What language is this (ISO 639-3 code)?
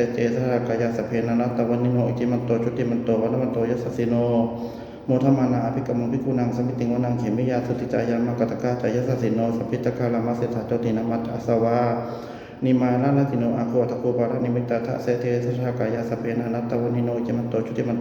pli